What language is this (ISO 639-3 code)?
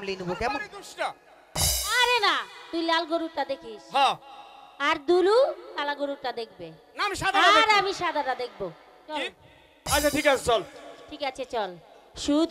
ben